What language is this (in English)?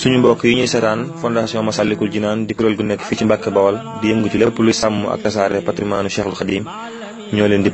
Wolof